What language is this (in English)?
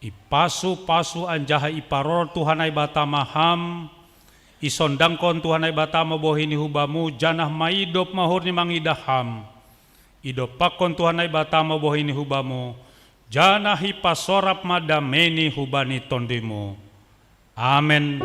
Batak Simalungun